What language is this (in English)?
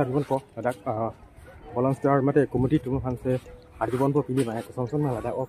Karbi